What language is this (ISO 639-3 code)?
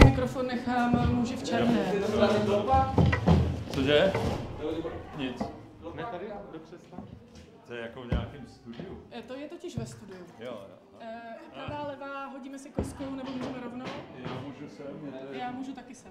ces